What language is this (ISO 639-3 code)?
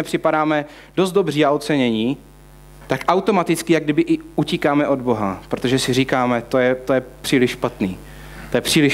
ces